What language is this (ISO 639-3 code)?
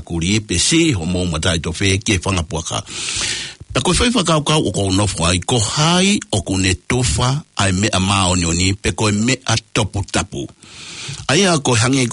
ton